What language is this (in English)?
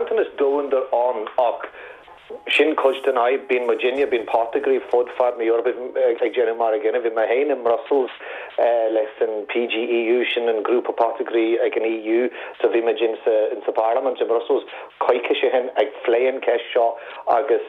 Irish